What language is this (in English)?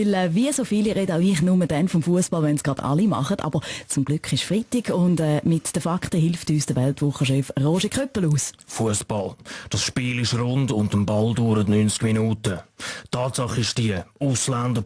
Swiss German